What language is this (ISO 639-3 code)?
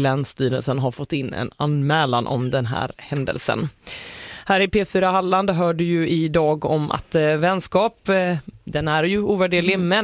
swe